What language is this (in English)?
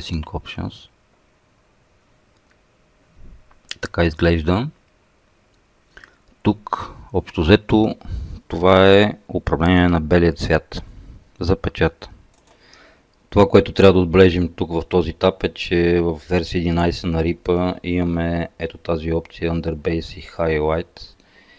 Bulgarian